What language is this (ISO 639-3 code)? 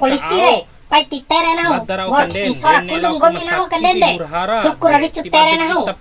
bhp